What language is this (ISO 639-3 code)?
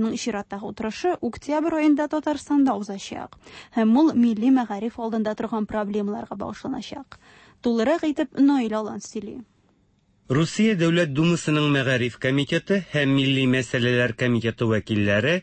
tat